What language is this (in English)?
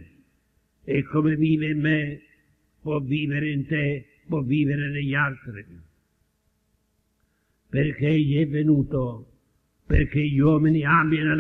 Italian